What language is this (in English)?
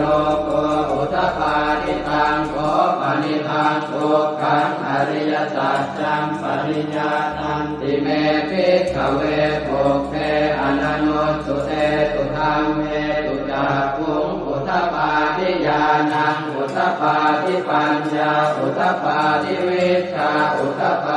Pali